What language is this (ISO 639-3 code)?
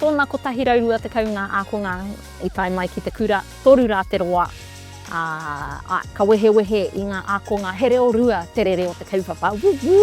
mri